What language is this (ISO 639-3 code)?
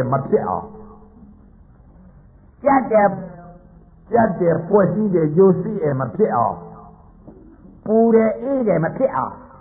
mya